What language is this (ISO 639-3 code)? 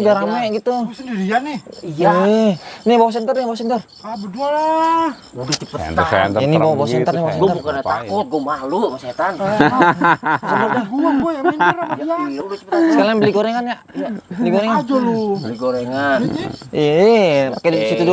bew